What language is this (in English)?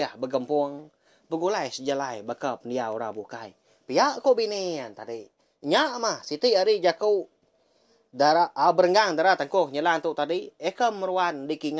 Iban